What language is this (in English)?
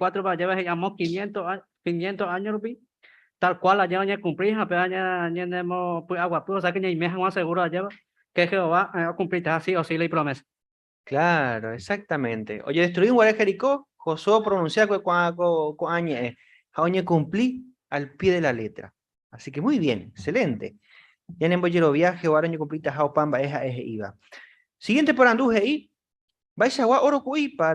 Guarani